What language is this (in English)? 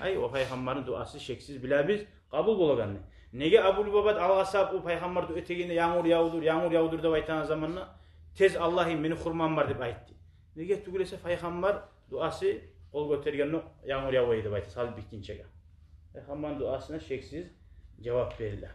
Kumyk